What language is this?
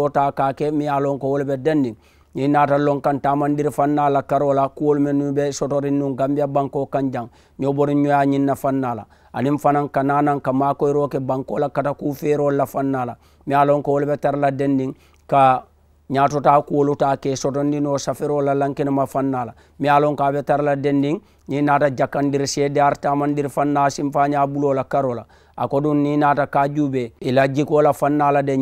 Mandingo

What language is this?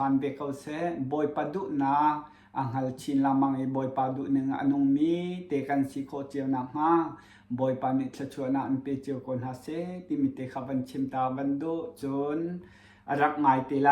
Hakha Chin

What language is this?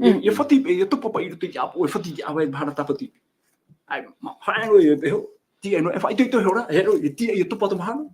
Tahitian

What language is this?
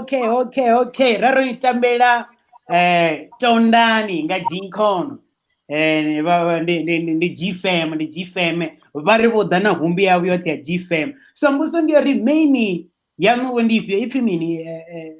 Venda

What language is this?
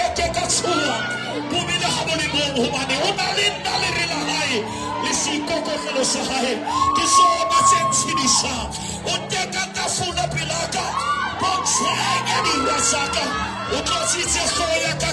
Southern Sotho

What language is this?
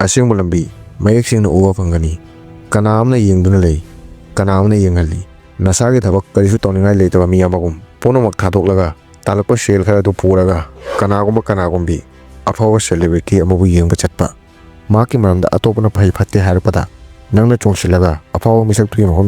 Manipuri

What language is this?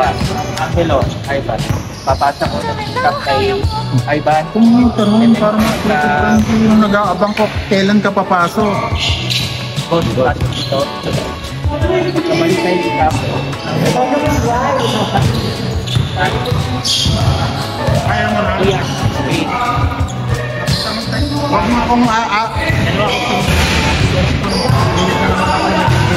Filipino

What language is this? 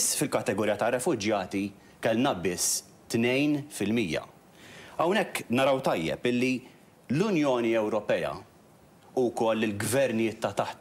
Maltese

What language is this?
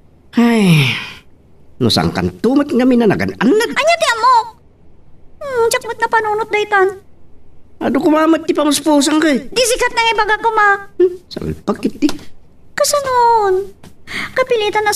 Iloko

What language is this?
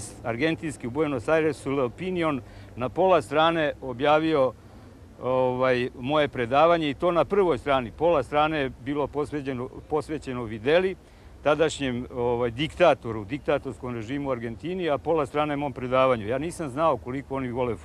Serbian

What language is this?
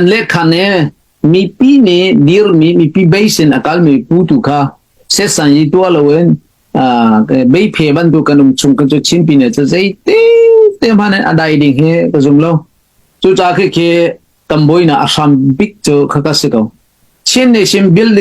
Hakha Chin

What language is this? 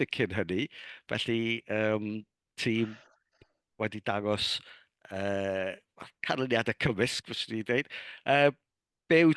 Welsh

